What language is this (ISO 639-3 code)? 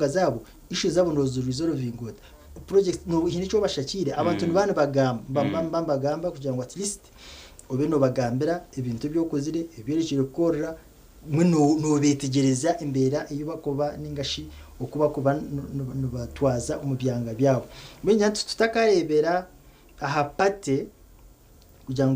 nyn